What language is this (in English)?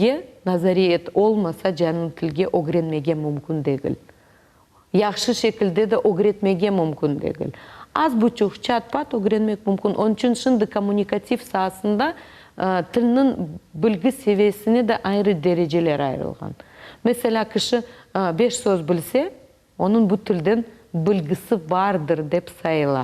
Crimean Tatar